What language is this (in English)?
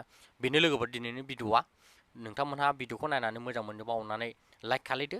Bodo